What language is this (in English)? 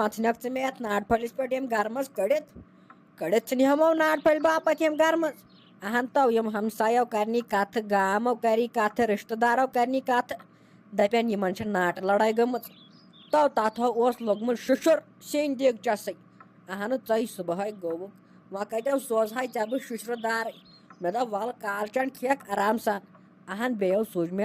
Kashmiri